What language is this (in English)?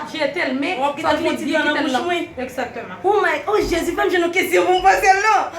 Haitian Creole